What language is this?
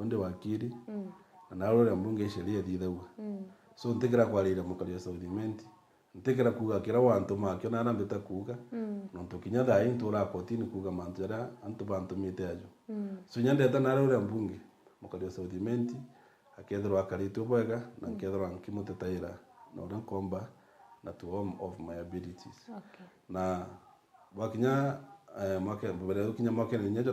Meru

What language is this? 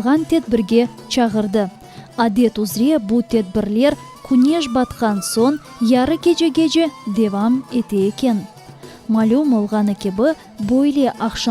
Crimean Tatar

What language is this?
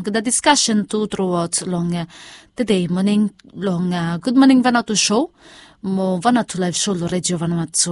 Bislama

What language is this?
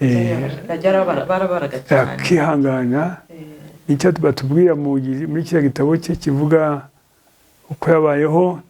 Kinyarwanda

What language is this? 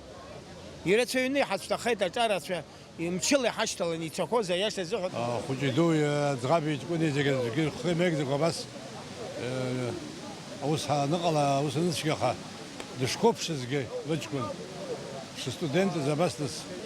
Abkhazian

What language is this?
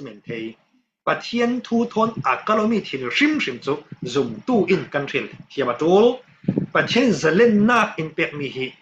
Falam Chin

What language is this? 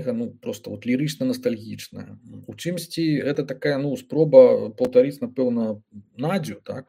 Belarusian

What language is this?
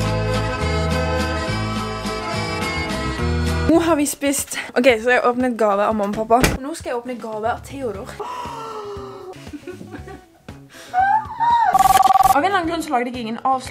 Norwegian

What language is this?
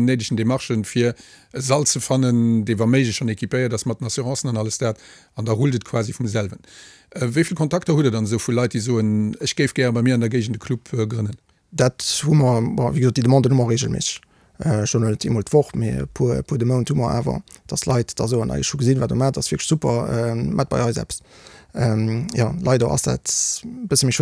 Luxembourgish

